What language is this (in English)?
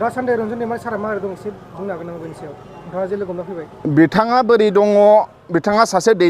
Bodo